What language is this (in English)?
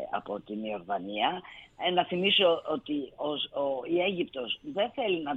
Greek